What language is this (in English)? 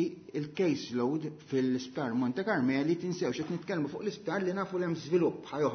Maltese